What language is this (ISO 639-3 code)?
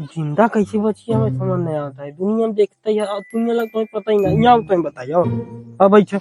awa